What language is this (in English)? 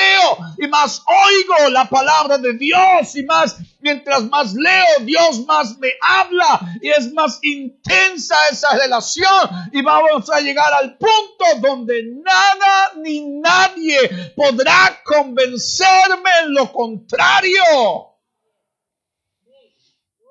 Spanish